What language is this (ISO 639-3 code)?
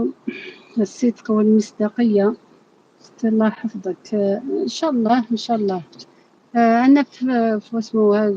arq